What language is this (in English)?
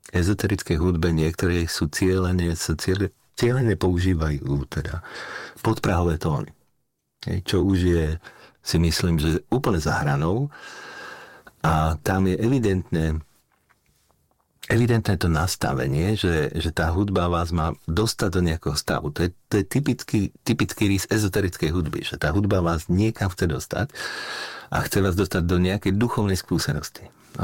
Slovak